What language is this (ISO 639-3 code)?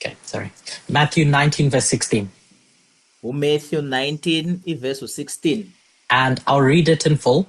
zul